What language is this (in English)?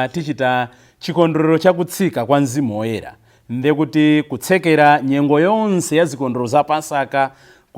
Nyanja